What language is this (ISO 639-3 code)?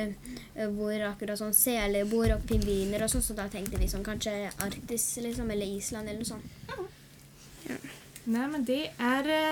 nor